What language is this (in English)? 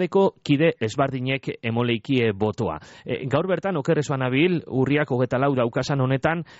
Basque